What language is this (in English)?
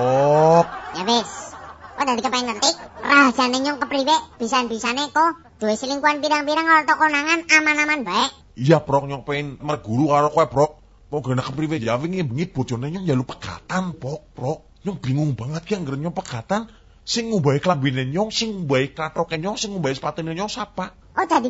Javanese